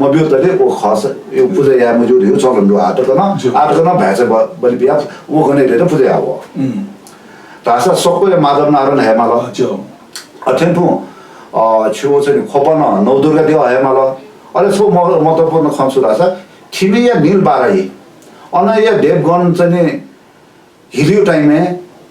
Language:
Newari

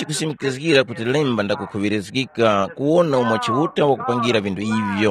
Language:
Tumbuka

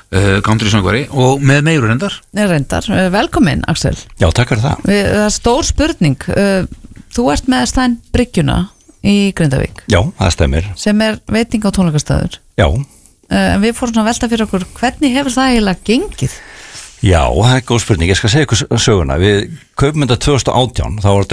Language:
Icelandic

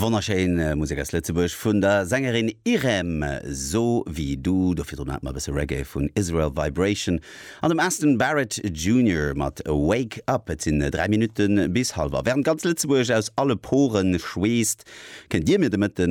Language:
Luxembourgish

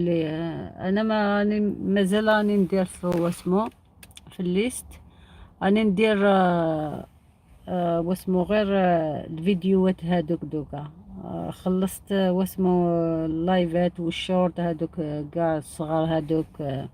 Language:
Algerian Arabic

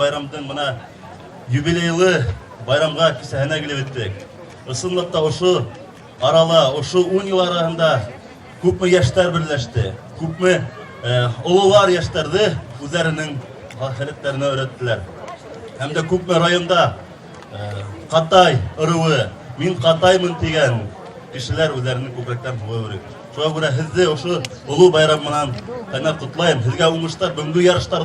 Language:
Bashkir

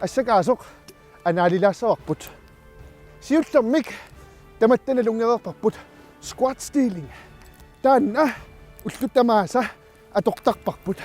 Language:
Kalaallisut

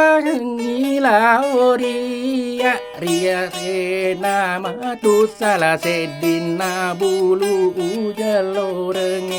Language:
Buginese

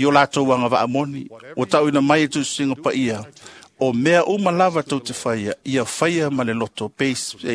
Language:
Samoan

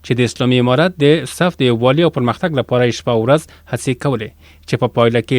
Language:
Pashto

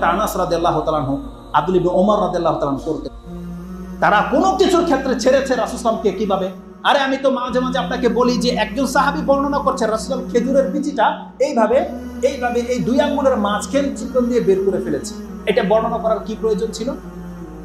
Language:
Bangla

